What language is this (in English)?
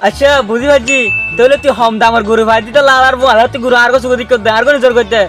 Rohingya